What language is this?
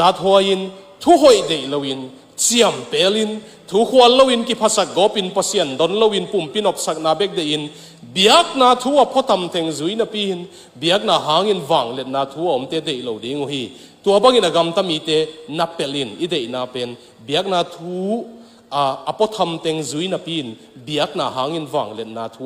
Tedim Chin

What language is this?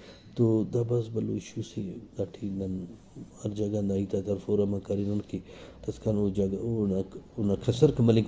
Brahui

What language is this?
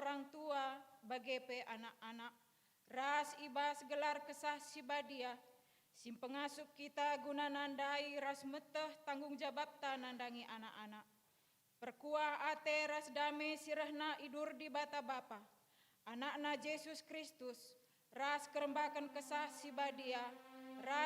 Batak Karo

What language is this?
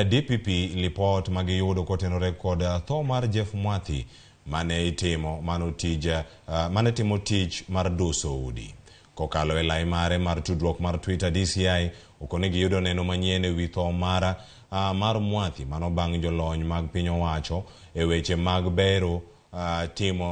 Luo (Kenya and Tanzania)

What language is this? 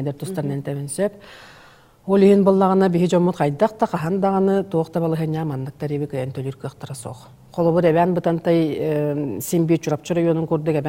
Yakut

